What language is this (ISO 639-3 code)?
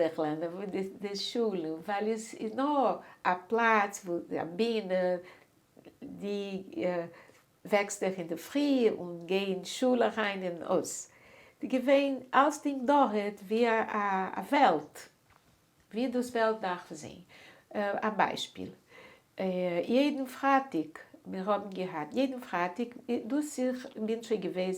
yid